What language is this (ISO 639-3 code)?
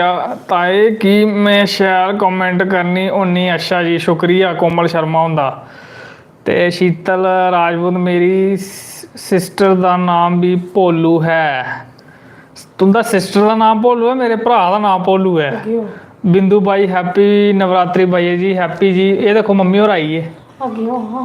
doi